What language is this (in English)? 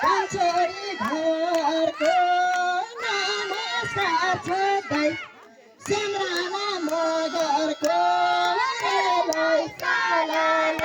Nepali